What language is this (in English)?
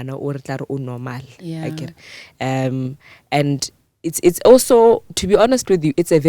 Northern Sotho